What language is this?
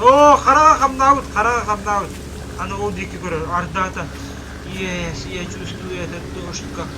Yakut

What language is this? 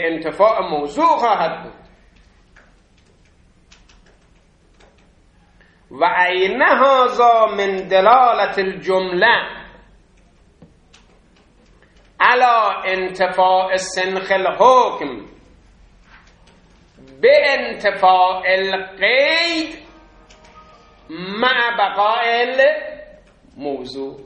Persian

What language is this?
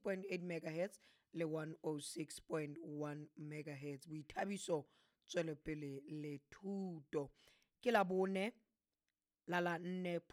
Southern Sotho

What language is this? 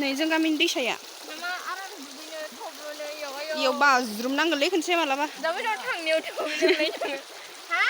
Bodo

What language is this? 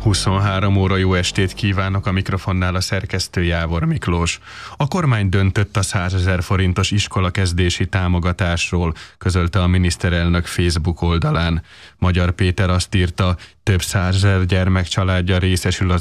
Hungarian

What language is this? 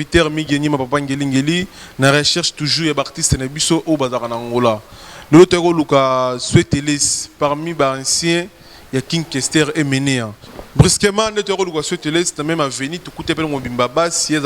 Lingala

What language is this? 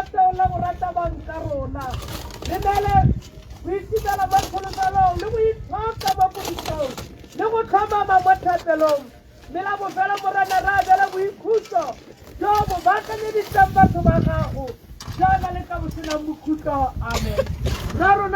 Tswana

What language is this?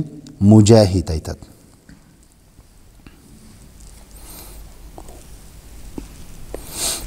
Kazakh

